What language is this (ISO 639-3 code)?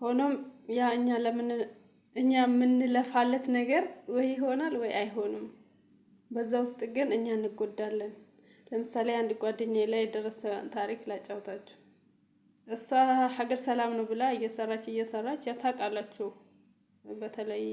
amh